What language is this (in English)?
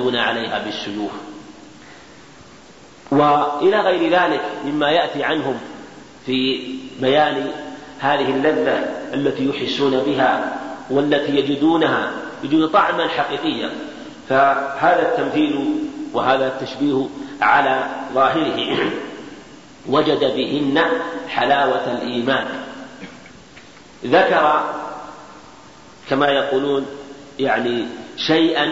Arabic